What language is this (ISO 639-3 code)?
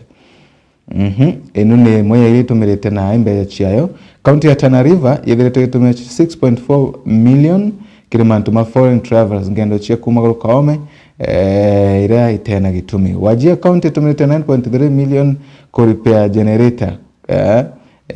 mer